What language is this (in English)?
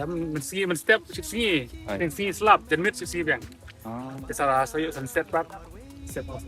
Khasi